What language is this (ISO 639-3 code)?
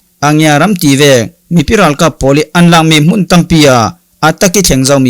cfm